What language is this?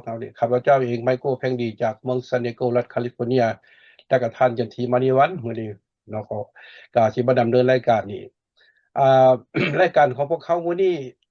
Lao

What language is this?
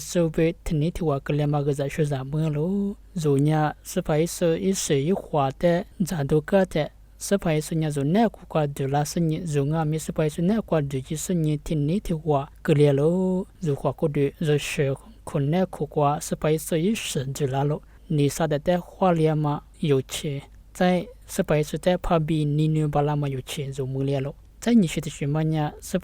Lisu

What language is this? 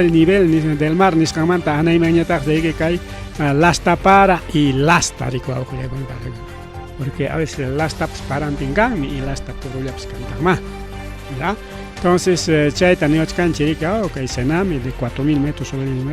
Ayacucho Quechua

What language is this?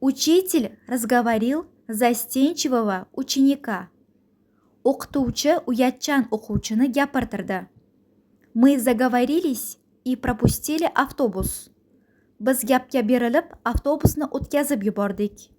Uzbek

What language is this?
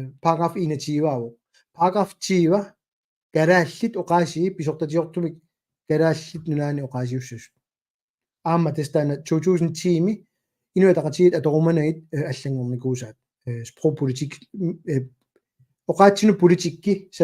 Kalaallisut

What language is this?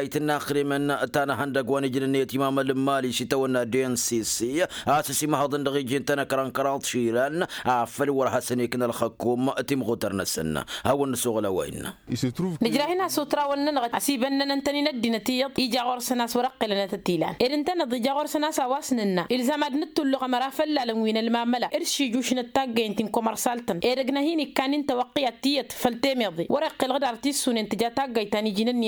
Tamasheq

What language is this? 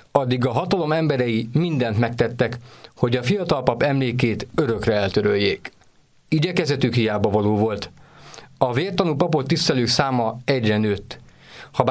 Hungarian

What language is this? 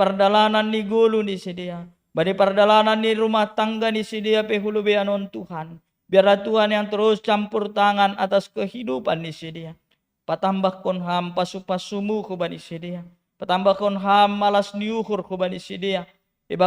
Batak Simalungun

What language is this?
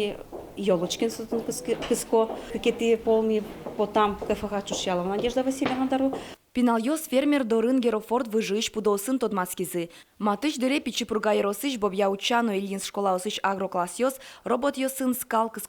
Udmurt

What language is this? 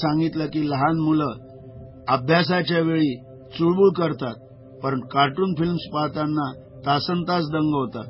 Marathi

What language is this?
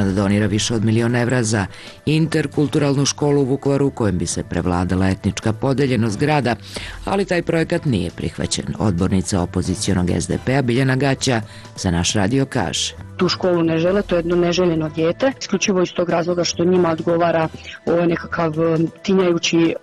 Serbian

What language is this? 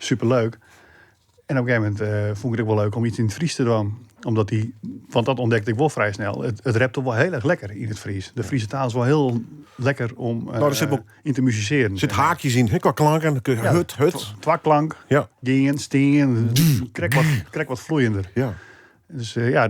Western Frisian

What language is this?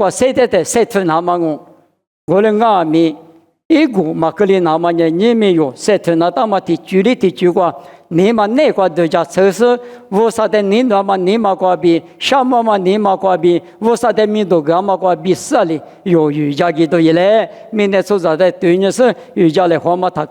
Lisu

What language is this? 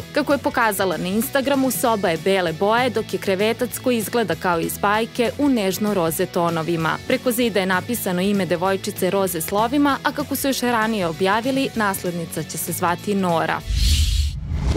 Serbian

